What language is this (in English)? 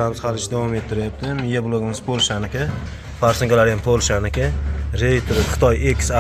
Uzbek